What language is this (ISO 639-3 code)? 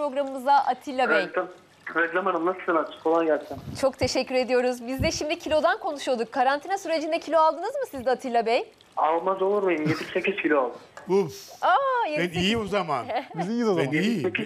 tur